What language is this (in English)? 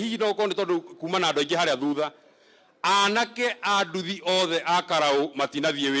Kikuyu